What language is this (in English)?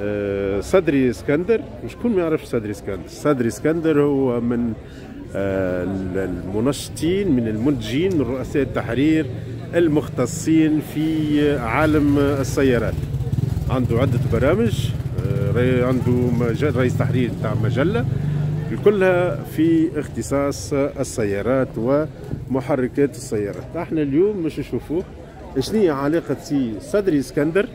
Tunisian Arabic